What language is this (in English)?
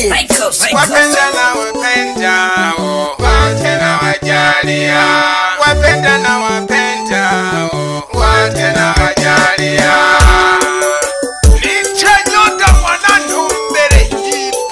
Swahili